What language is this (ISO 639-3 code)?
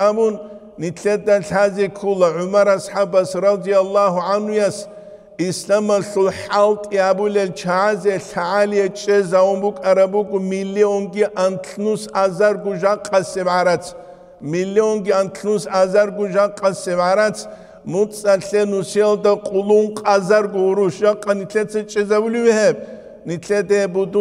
ava